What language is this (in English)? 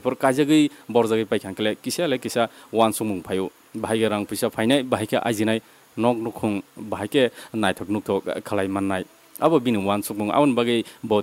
Kok Borok